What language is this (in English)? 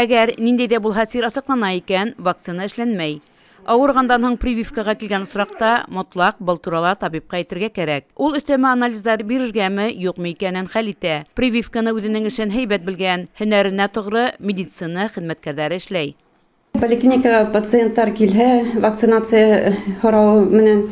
Bashkir